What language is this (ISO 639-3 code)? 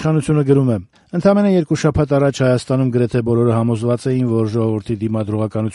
hye